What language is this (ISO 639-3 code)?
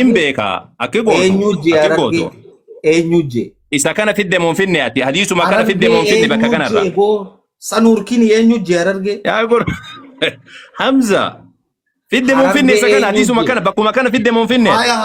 orm